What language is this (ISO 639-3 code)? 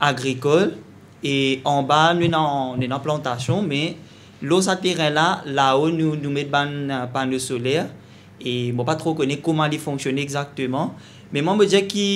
mfe